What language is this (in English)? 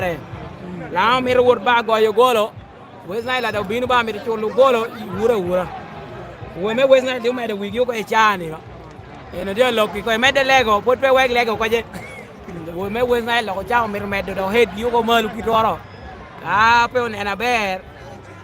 Lango (Uganda)